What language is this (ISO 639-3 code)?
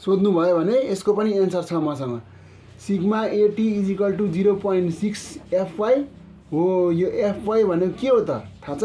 nep